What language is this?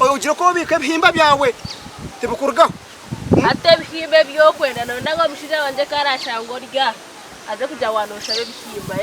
Nyankole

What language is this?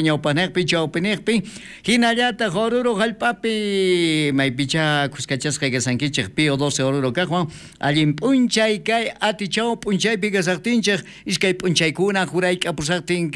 South Bolivian Quechua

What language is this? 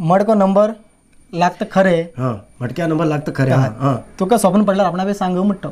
Konkani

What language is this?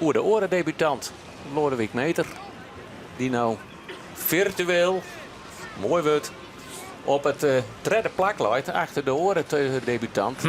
Western Frisian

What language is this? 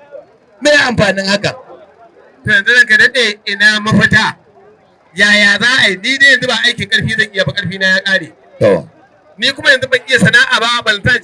Hausa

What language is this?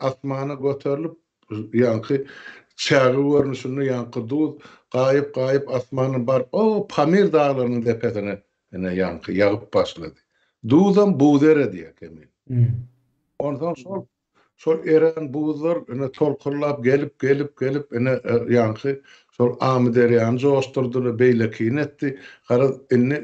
Turkmen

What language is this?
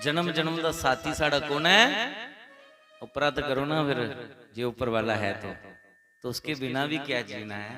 Dogri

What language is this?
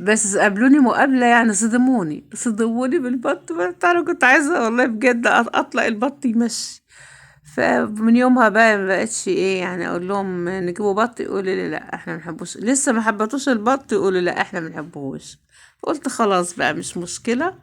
Egyptian Arabic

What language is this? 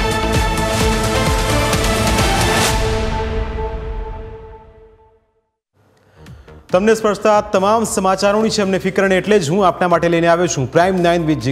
Gujarati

